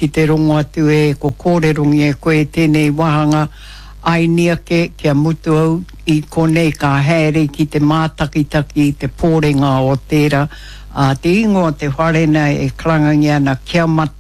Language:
Māori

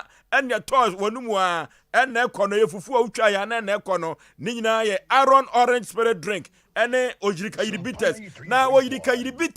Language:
Akan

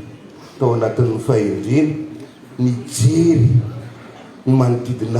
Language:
Malagasy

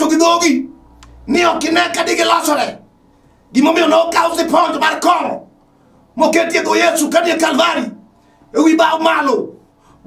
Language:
Luo (Kenya and Tanzania)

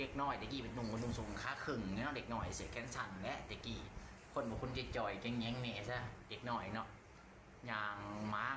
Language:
Lao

